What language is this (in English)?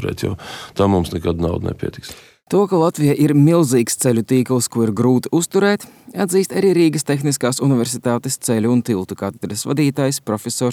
Latvian